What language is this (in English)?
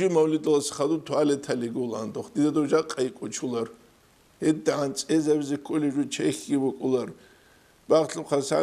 Avaric